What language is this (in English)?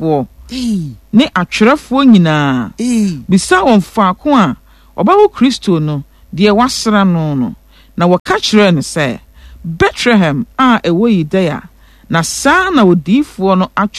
Akan